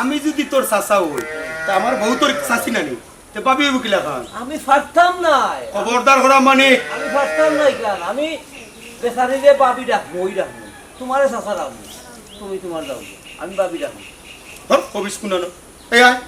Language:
Sylheti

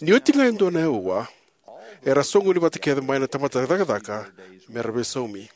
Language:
Fijian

